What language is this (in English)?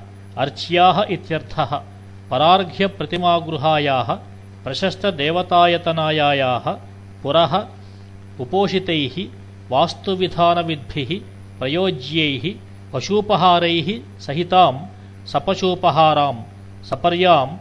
Sanskrit